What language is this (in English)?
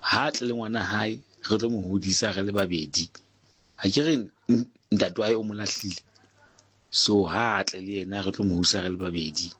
Southern Sotho